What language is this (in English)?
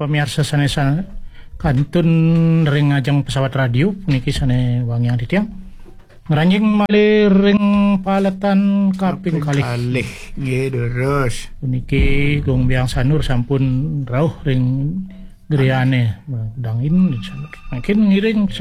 Balinese